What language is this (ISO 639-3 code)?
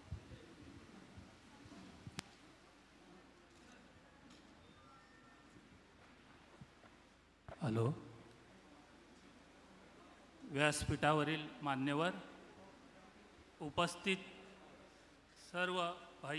mar